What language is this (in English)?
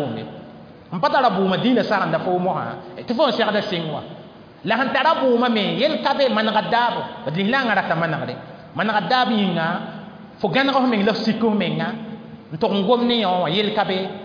Mossi